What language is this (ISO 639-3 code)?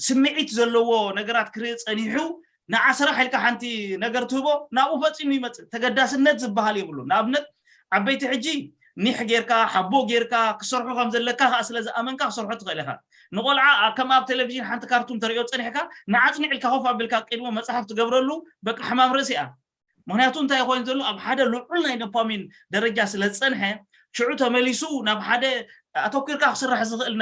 tir